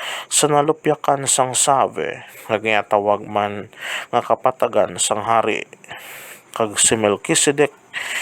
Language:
Hiligaynon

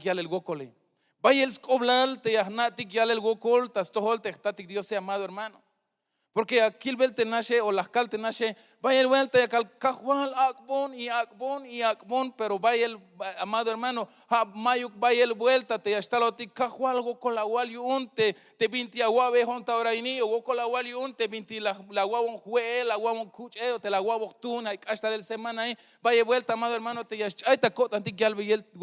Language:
Tzeltal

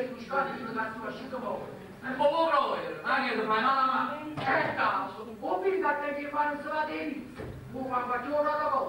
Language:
Neapolitan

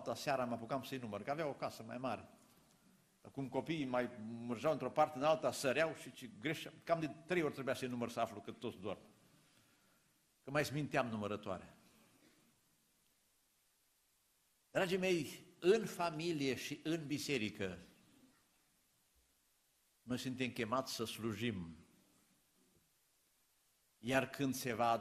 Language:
Romanian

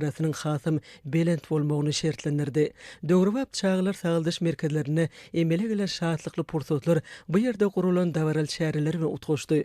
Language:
Turkmen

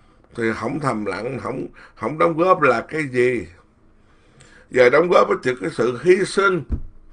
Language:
Vietnamese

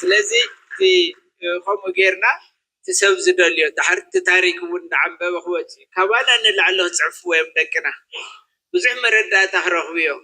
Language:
Tigrinya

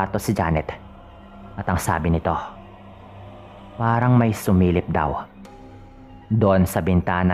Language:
Filipino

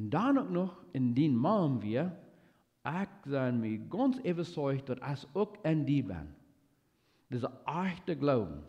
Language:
Plautdietsch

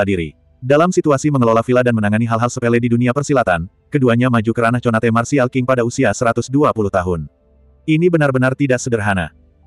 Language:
Indonesian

